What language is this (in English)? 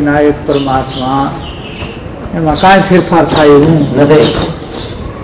Gujarati